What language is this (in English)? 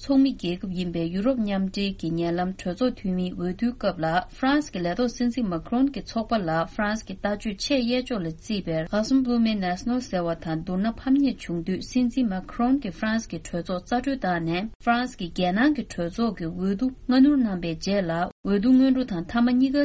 Tibetan